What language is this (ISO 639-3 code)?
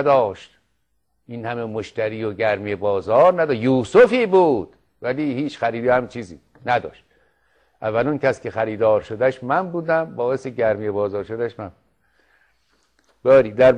fas